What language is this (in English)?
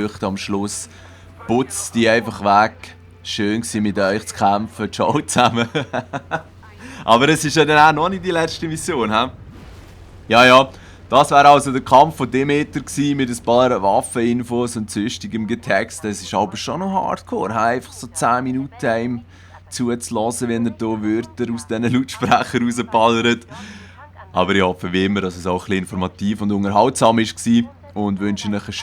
Swiss German